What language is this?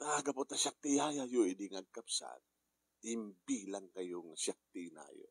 Iloko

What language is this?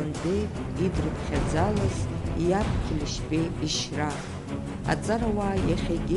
Abkhazian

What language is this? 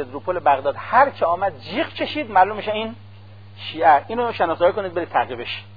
Persian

